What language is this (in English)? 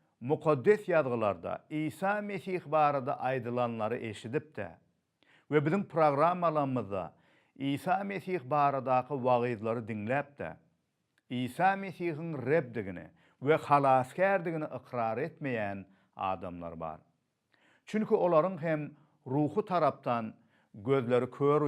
Turkmen